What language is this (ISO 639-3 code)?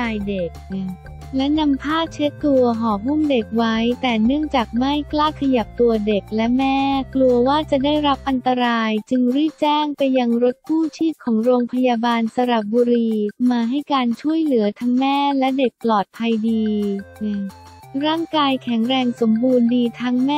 tha